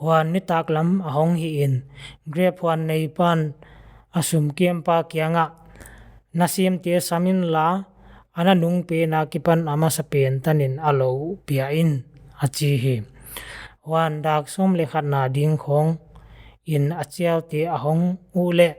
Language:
Paite Chin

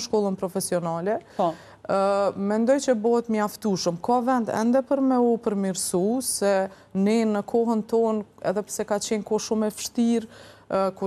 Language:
Albanian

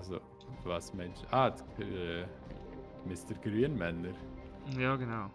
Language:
Swiss German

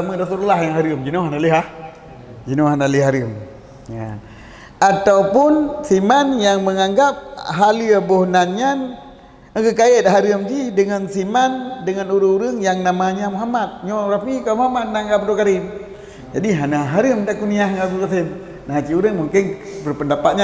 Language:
Achinese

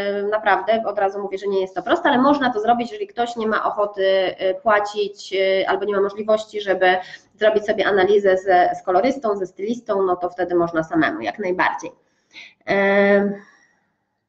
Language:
Polish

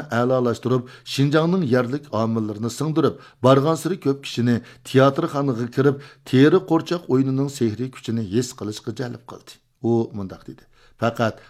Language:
Uyghur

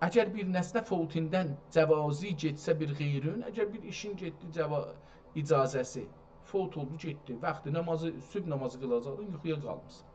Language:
South Azerbaijani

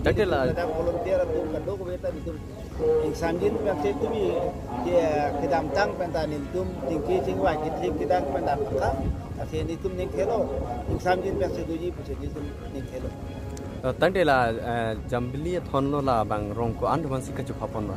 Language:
Karbi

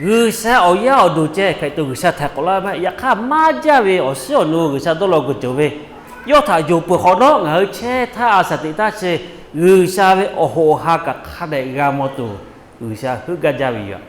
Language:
Lahu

